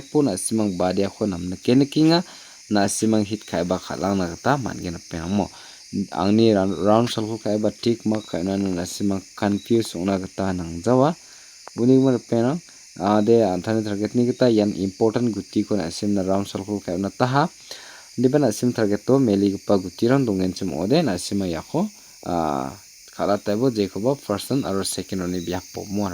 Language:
Garo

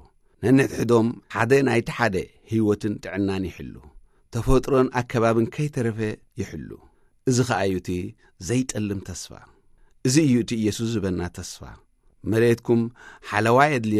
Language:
Tigrinya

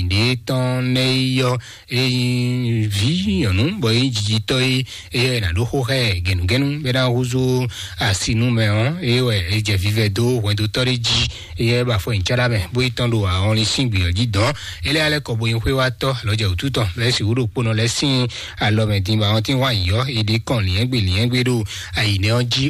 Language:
Fon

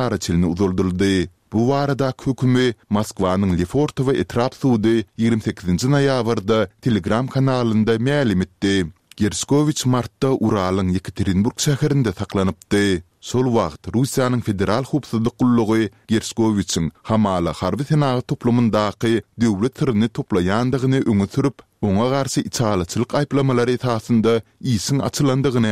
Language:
Turkmen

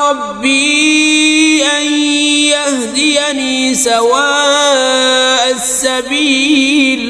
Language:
Kashmiri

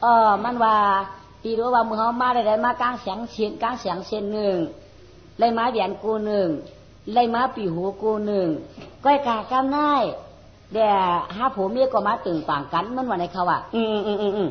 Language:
Shan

